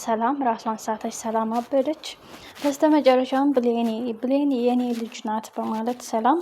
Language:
Amharic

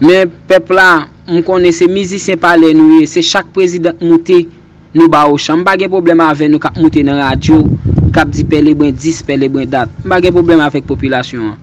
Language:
Haitian Creole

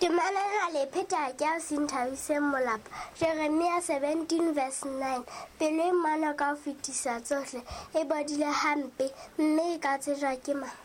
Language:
Southern Sotho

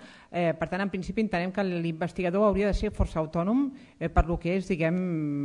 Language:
Catalan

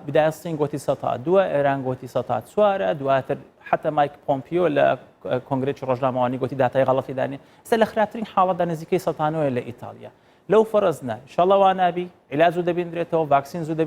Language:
Central Kurdish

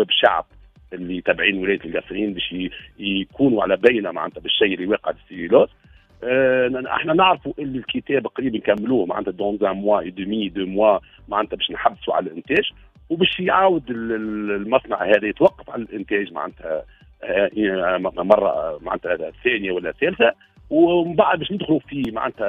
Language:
Tunisian Arabic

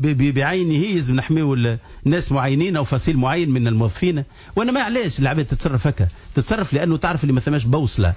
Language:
Tunisian Arabic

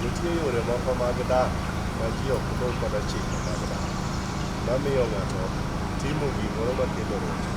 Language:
Luo (Kenya and Tanzania)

